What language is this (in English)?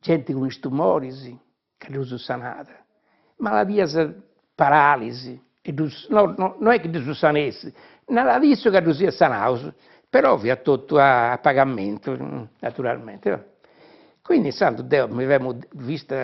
Sardinian